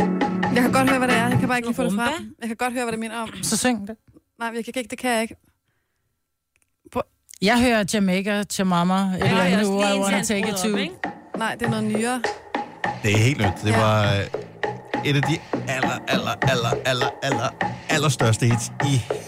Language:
Danish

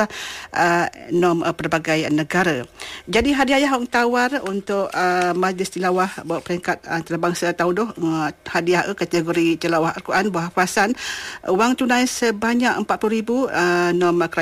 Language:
Malay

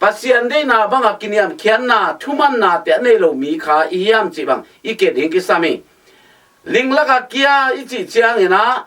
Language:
Tedim Chin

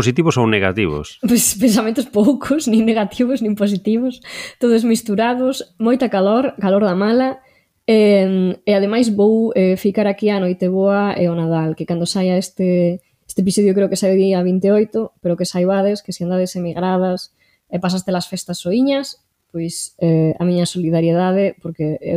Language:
Galician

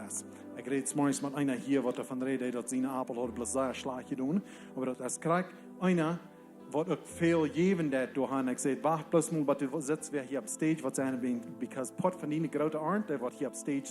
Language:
Plautdietsch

